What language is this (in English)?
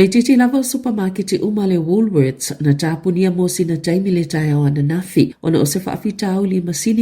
Samoan